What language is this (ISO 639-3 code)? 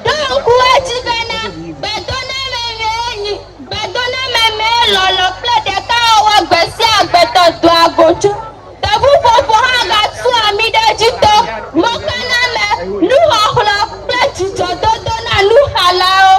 ewe